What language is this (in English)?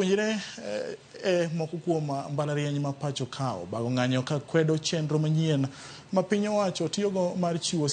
Luo (Kenya and Tanzania)